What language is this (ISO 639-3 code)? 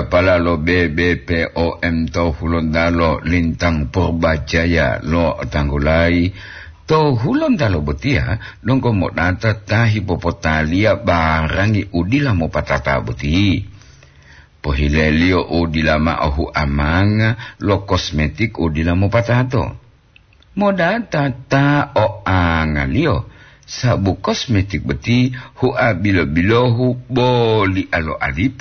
gor